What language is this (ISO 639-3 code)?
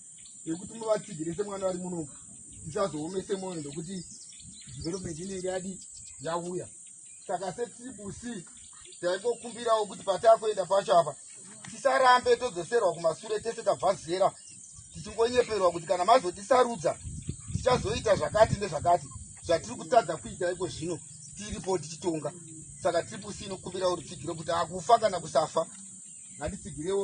sna